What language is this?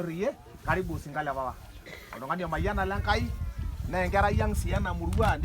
Masai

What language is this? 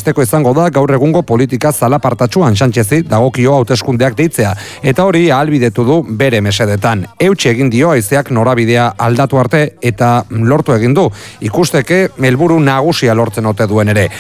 Basque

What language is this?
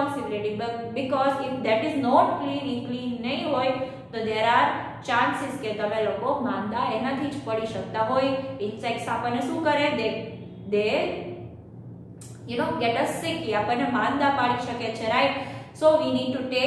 Gujarati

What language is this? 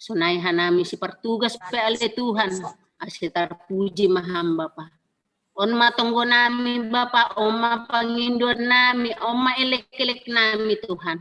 Batak Simalungun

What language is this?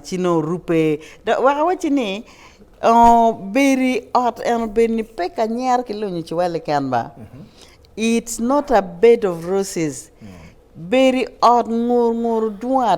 Acoli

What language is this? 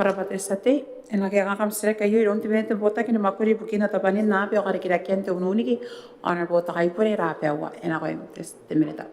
Gilbertese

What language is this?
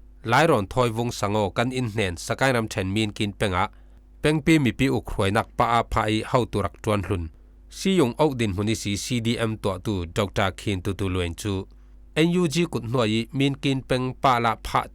Falam Chin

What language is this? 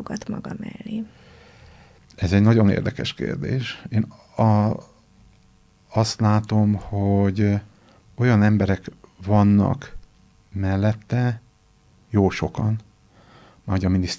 Hungarian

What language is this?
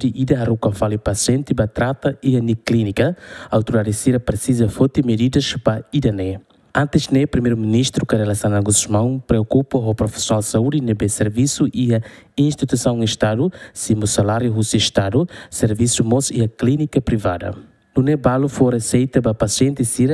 Tetum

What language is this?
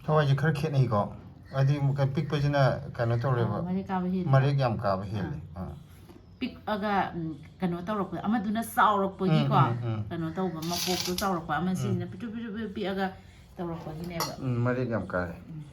Manipuri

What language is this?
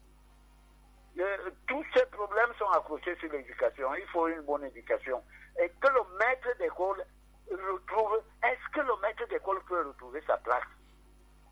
French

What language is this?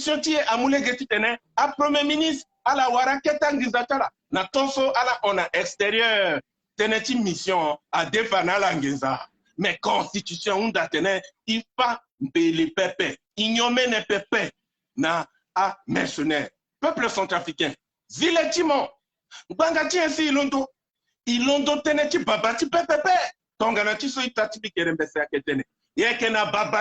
Sango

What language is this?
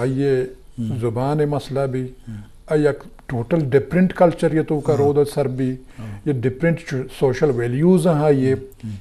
Eastern Balochi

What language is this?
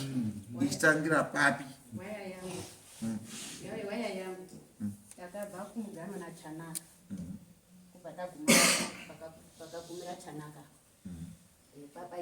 Shona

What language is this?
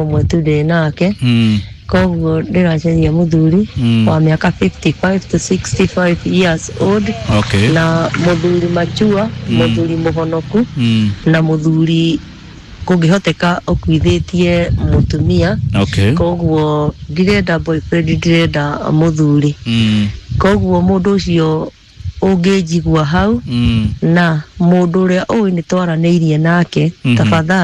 Kikuyu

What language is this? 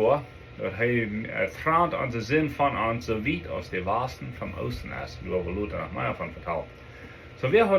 Plautdietsch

